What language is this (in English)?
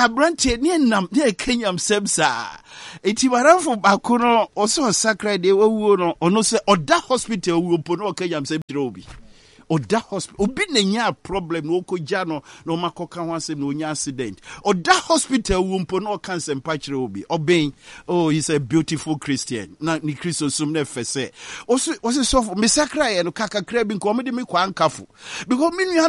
Akan